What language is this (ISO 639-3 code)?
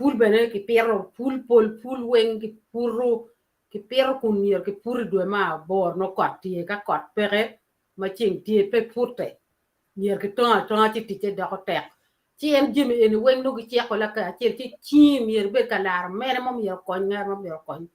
ach